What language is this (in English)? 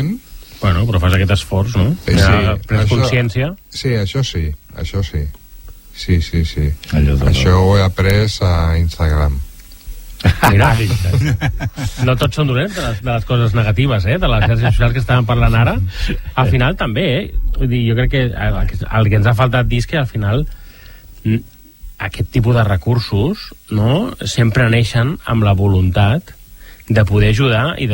Catalan